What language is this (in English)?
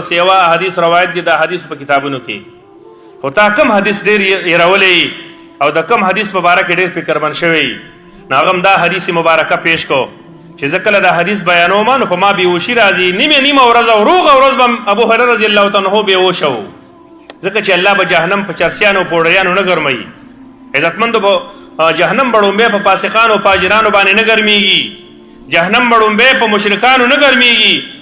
Pashto